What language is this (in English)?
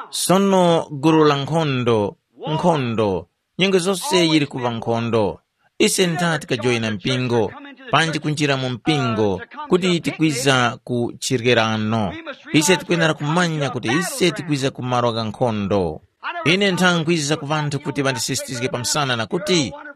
Tumbuka